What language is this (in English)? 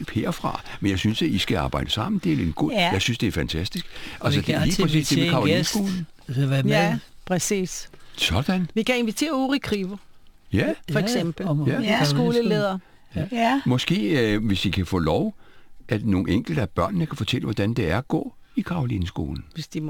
Danish